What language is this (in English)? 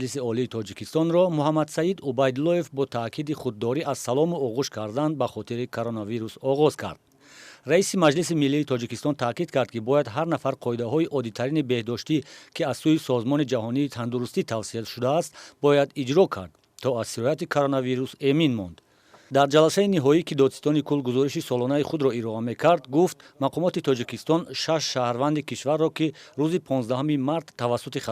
Tajik